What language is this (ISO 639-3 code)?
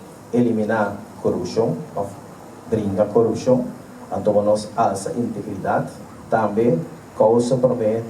pap